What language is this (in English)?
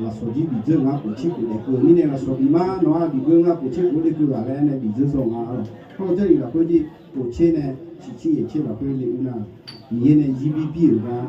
Akha